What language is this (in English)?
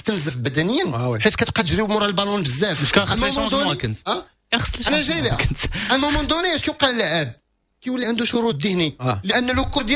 Moroccan Arabic